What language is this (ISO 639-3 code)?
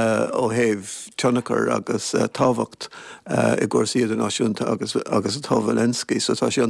gle